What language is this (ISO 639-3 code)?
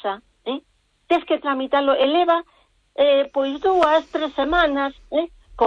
glg